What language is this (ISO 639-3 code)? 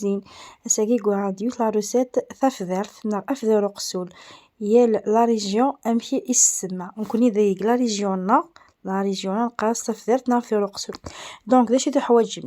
kab